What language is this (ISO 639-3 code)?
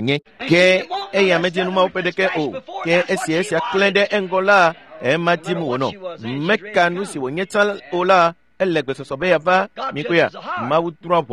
ewe